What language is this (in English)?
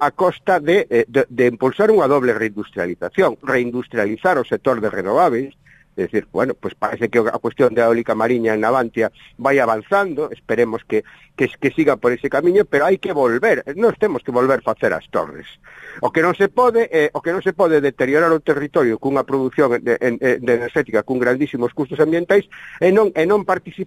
Galician